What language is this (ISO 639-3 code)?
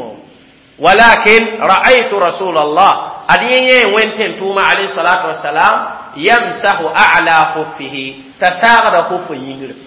mos